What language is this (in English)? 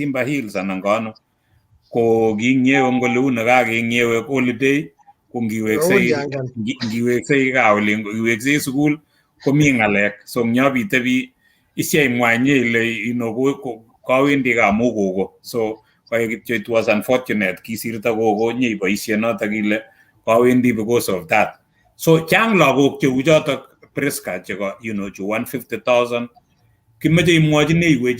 Kalenjin